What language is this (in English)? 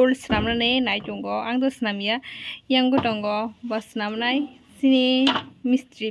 Kok Borok